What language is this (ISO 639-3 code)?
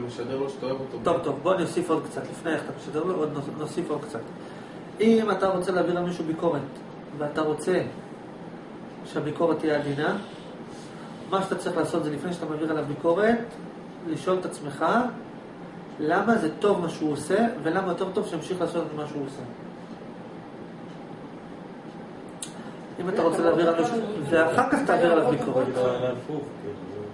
heb